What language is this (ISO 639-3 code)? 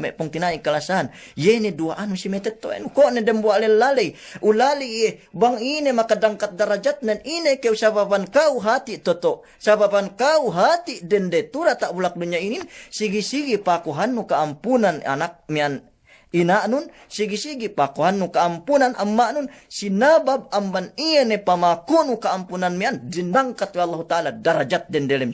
yka